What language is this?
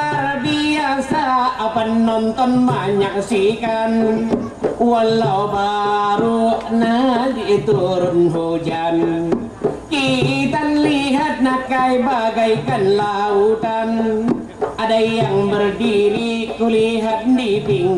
Banjar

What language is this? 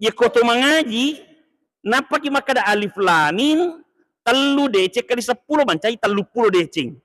Buginese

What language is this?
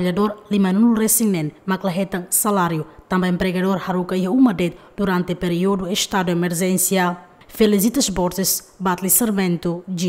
Tetum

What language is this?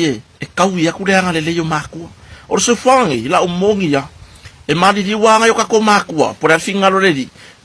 Samoan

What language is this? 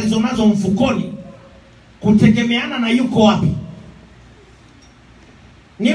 Swahili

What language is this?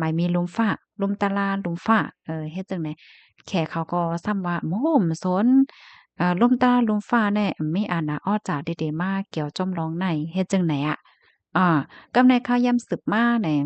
Shan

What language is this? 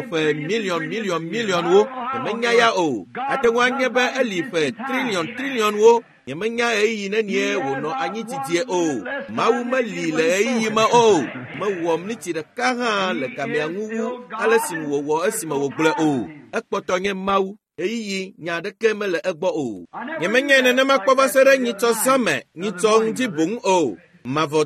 Ewe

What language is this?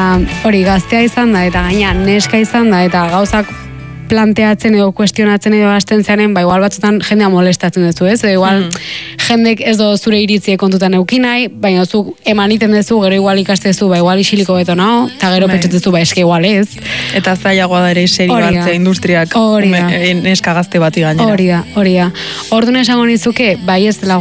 Basque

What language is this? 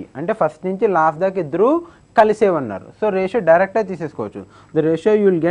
Telugu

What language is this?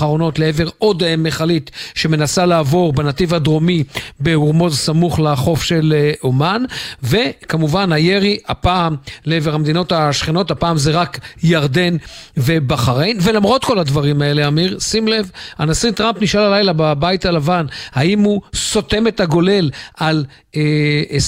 Hebrew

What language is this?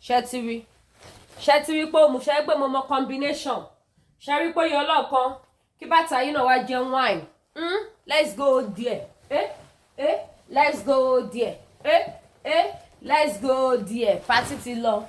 Yoruba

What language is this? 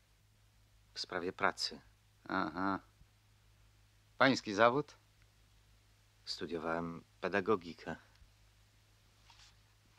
Polish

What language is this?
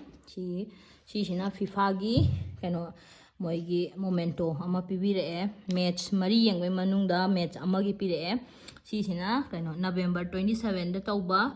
Manipuri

